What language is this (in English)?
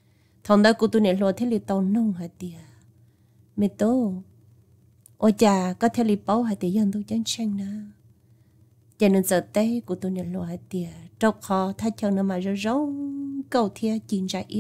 Vietnamese